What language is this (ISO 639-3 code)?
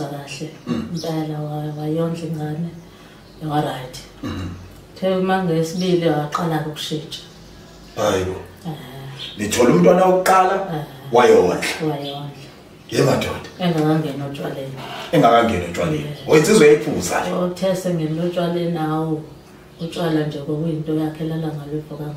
zul